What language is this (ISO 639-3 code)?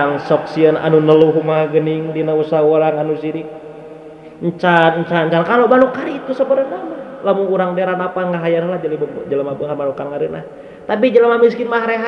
sun